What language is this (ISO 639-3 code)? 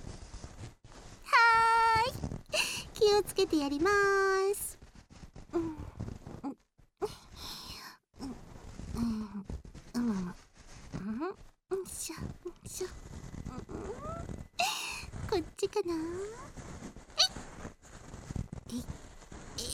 jpn